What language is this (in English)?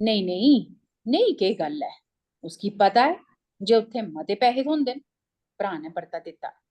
Dogri